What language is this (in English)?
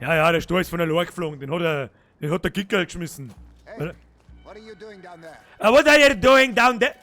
Bavarian